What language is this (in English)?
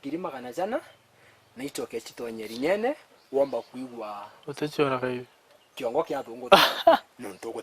Meru